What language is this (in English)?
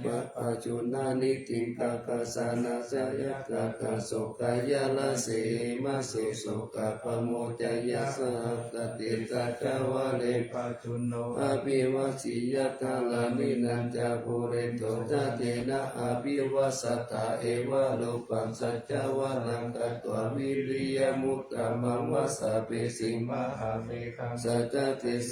Pali